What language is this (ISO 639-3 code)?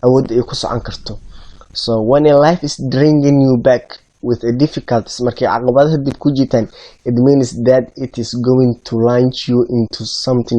som